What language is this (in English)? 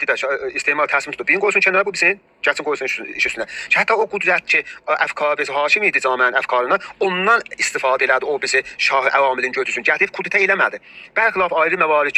South Azerbaijani